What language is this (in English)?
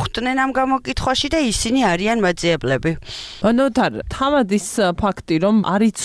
Georgian